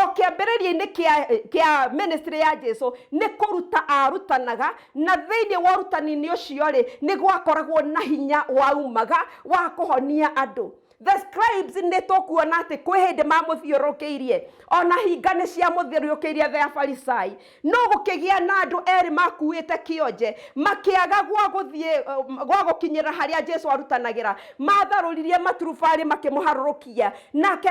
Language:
Kikuyu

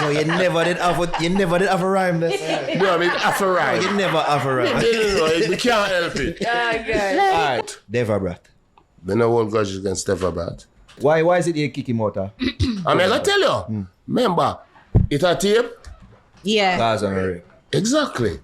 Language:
Jamaican Creole English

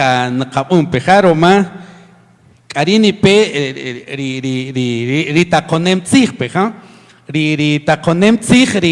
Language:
Kaqchikel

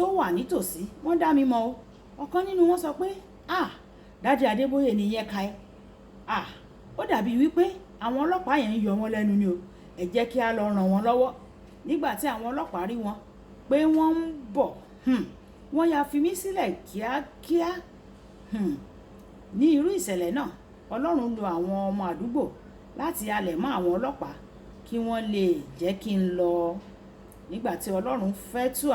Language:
Yoruba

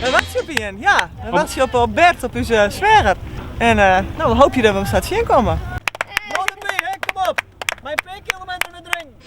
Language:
Western Frisian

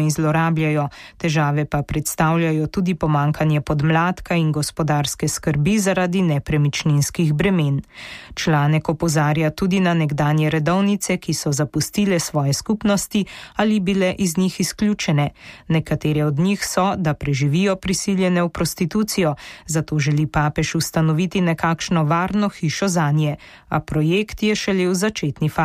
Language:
Slovenian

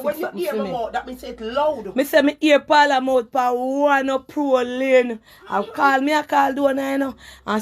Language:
Jamaican Creole English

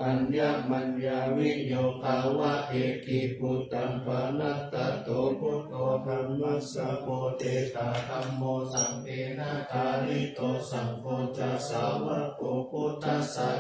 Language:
Pali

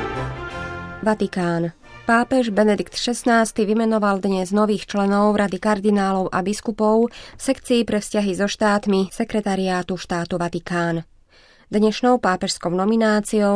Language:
Slovak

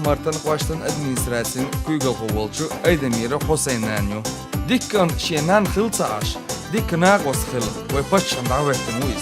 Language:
Chechen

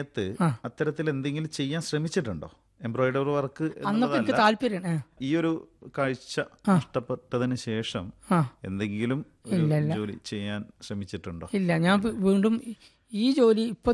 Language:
Malayalam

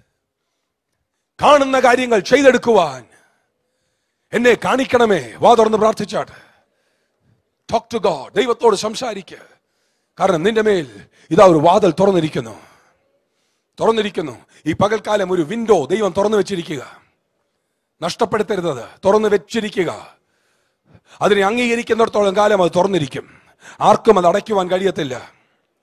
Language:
Malayalam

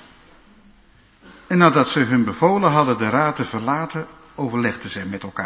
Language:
Dutch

